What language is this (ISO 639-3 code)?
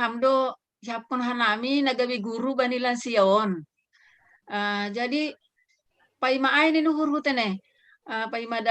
bts